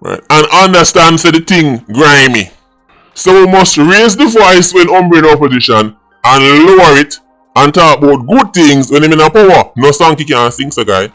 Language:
Jamaican Creole English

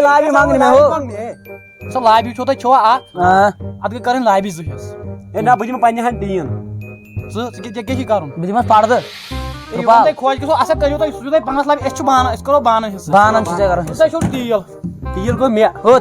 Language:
Kashmiri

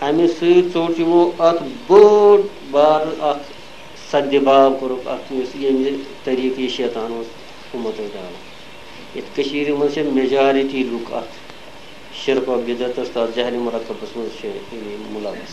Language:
Kashmiri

